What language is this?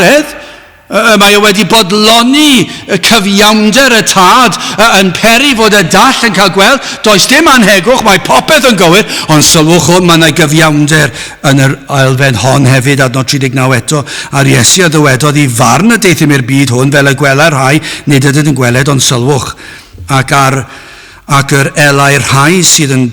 Welsh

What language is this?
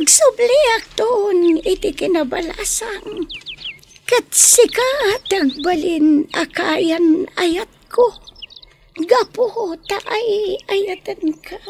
Iloko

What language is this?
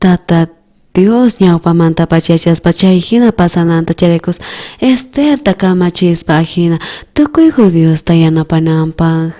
South Bolivian Quechua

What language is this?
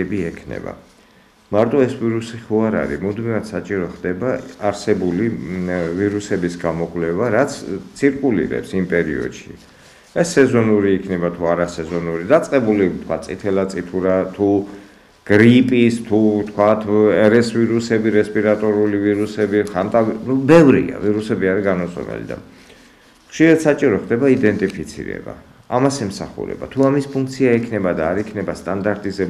Georgian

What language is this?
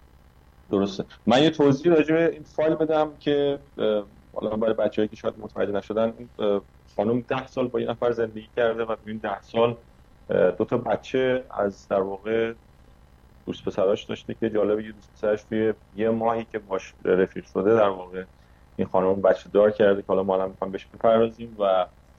Persian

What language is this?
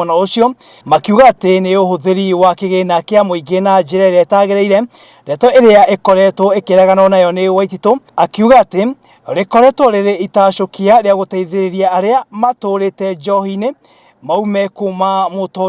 Kikuyu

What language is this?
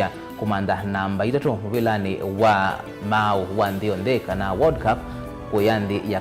Kamba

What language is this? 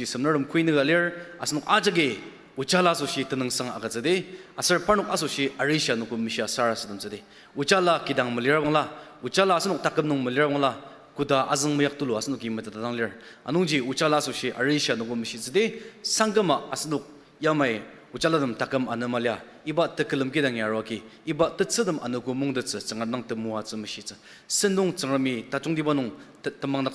Ao Naga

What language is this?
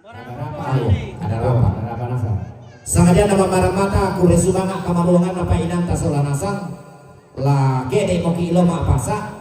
Toraja-Sa'dan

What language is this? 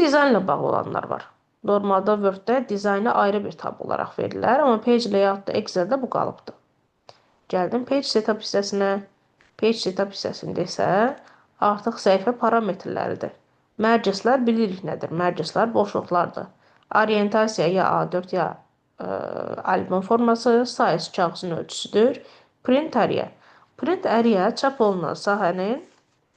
Azerbaijani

